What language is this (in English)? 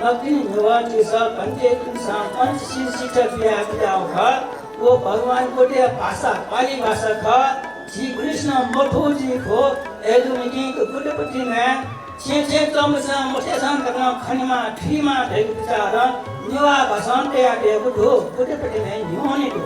Newari